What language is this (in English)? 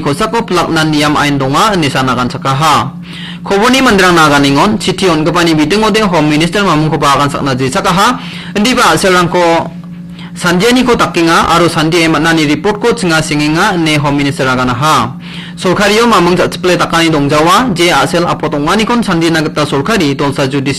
Garo